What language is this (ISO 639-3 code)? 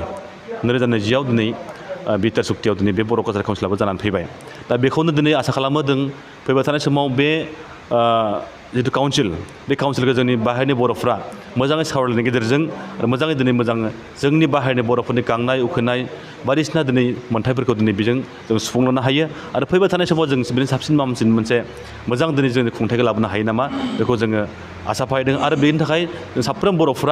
brx